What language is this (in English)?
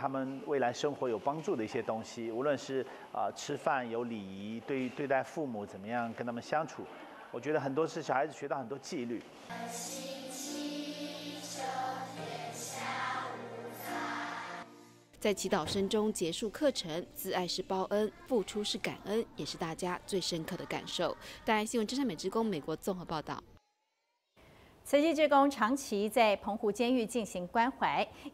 Chinese